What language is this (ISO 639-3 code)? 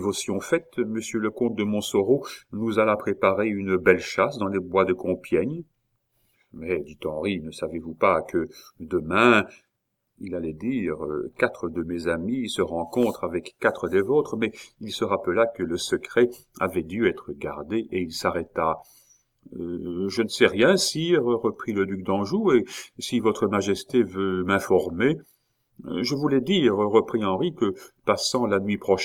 fra